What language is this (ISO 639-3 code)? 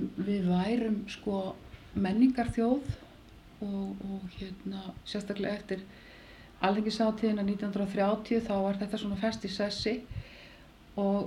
isl